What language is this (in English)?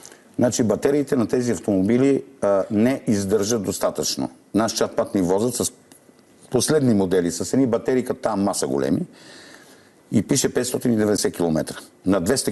Bulgarian